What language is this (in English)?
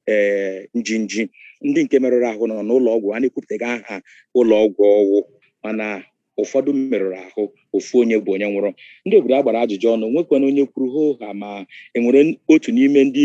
Igbo